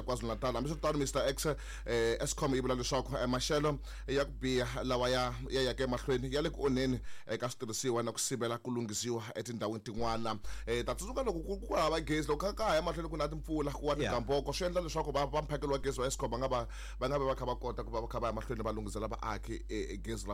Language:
Tsonga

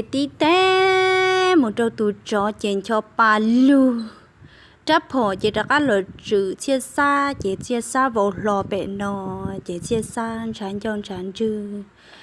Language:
Hmong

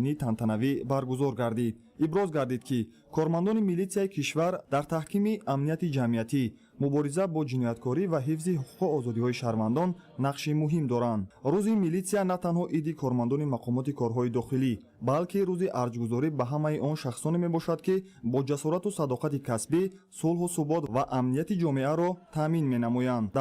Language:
Tajik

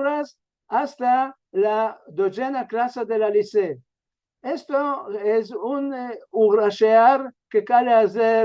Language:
Ladino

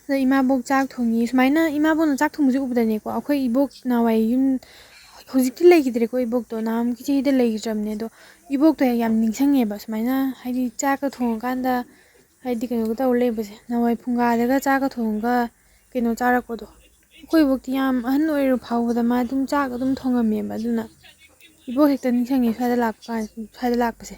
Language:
Manipuri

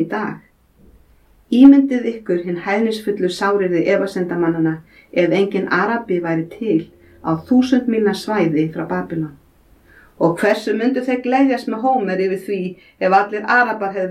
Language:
Icelandic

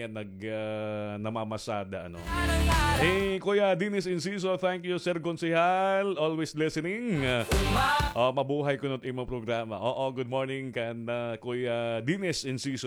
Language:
Waray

